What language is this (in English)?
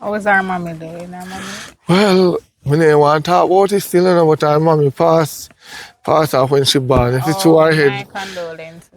Jamaican Creole English